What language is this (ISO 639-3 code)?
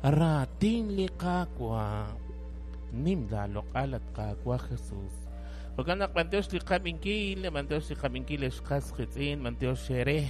kek